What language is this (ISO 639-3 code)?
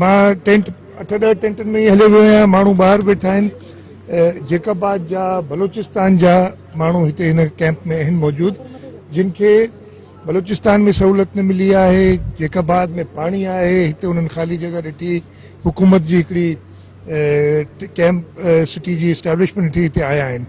snd